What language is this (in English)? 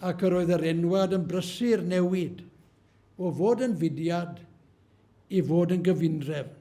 Welsh